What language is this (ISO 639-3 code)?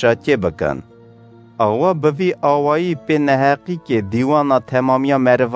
kur